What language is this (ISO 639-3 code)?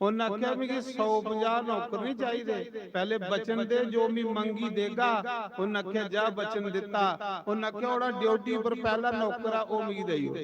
doi